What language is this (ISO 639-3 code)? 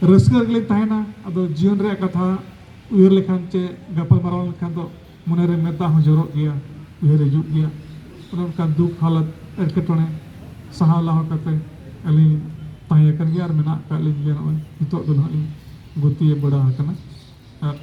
sat